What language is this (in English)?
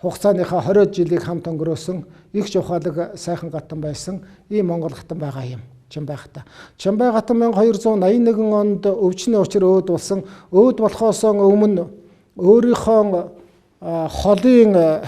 Mongolian